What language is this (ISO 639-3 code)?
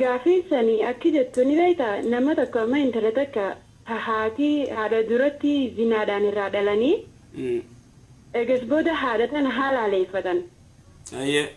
orm